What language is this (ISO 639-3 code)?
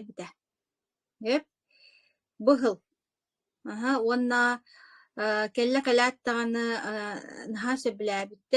sah